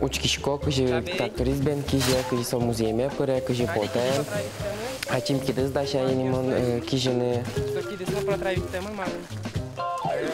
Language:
Udmurt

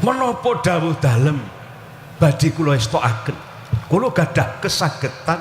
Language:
Javanese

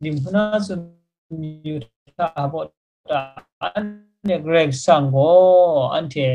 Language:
Kachin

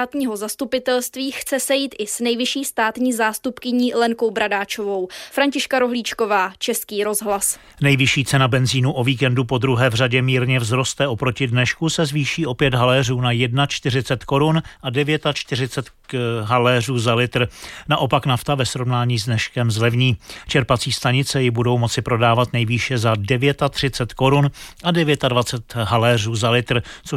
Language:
Czech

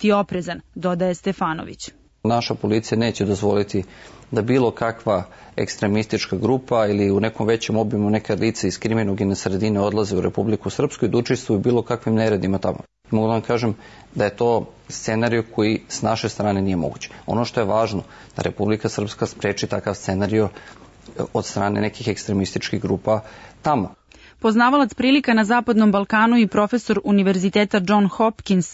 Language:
Serbian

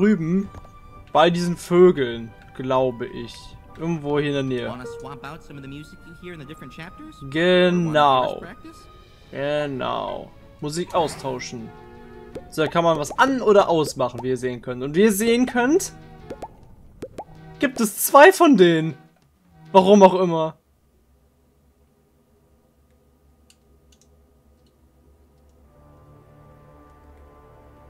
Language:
German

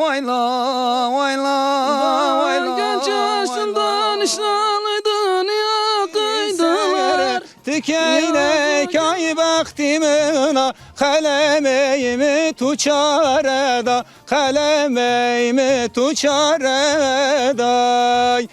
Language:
Zaza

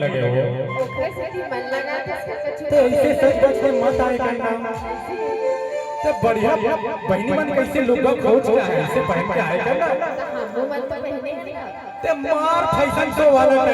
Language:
Chhattisgarhi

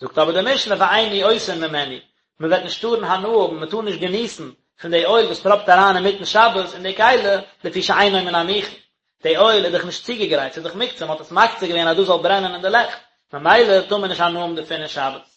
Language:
Yiddish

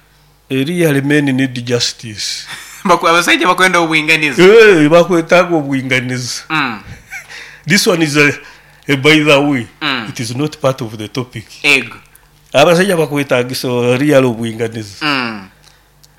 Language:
Nyoro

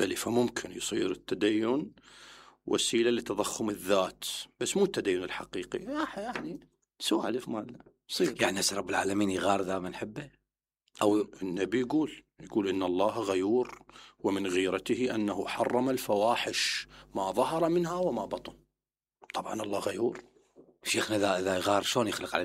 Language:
Mesopotamian Arabic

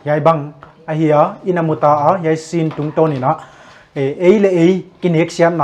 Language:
Paite Chin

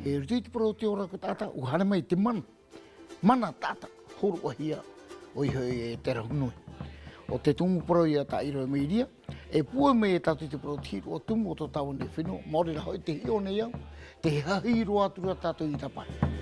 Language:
Tahitian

